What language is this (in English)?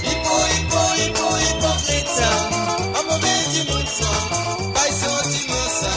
Morisyen